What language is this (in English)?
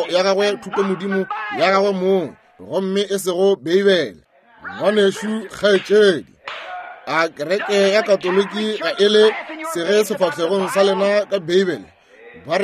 Northern Sotho